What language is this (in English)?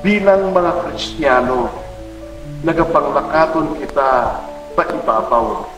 Hiligaynon